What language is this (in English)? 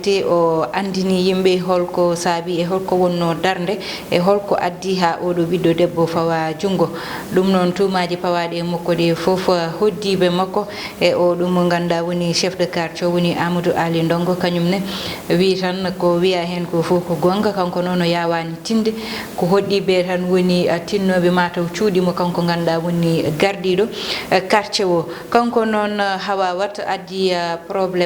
Fula